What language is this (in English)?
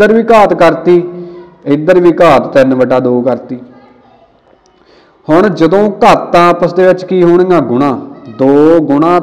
Punjabi